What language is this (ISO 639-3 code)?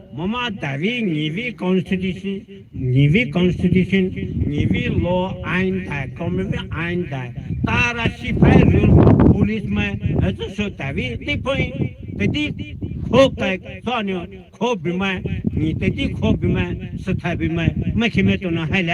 pmx